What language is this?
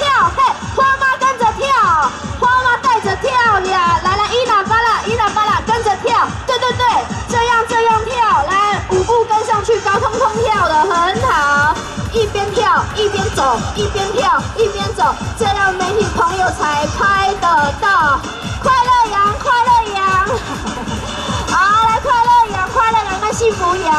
Chinese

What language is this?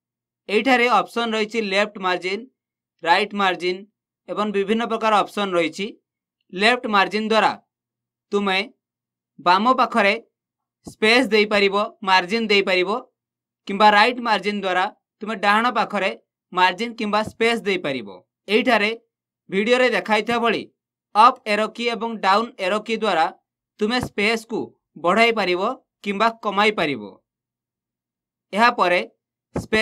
Odia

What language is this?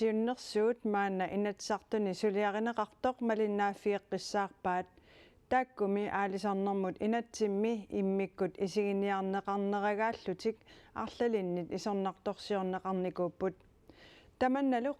Kalaallisut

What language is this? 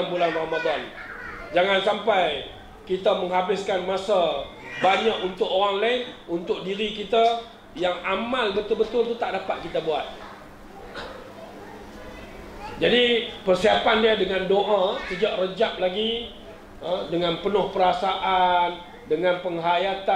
Malay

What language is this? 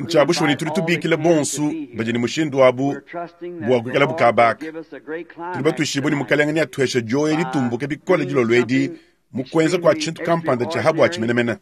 Luba-Lulua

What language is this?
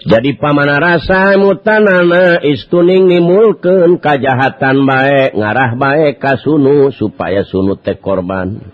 Sundanese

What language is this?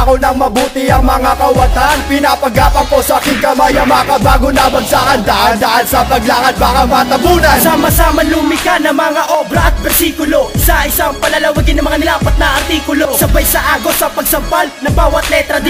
Filipino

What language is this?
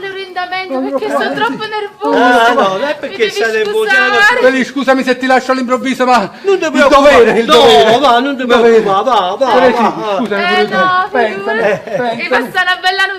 Neapolitan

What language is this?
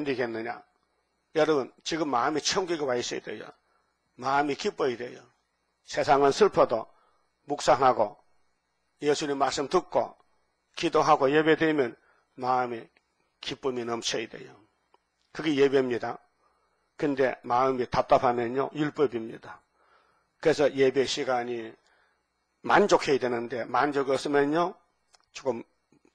Korean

